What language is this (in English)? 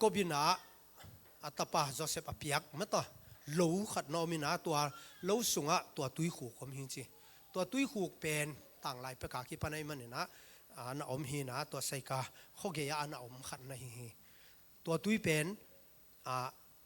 Tedim Chin